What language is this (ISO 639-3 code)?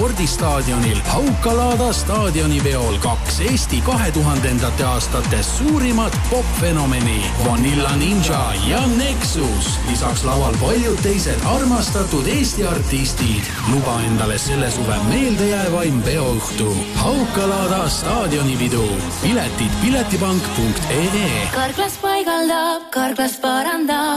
est